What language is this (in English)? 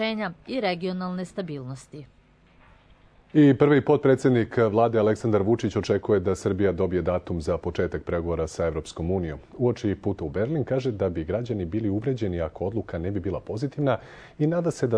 Serbian